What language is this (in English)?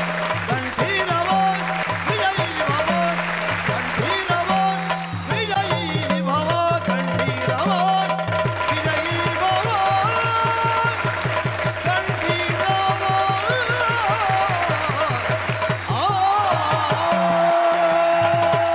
Kannada